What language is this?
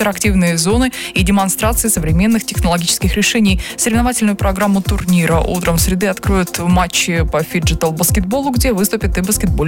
Russian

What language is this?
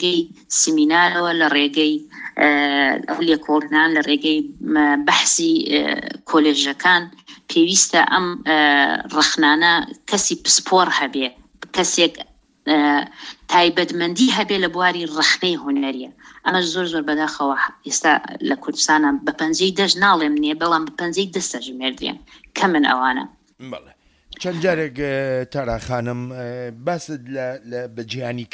Central Kurdish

